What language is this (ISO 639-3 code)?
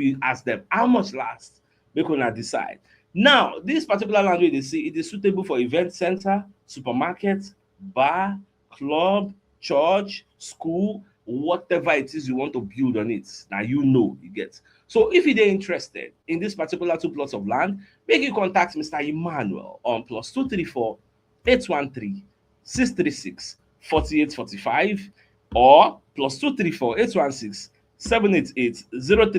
pcm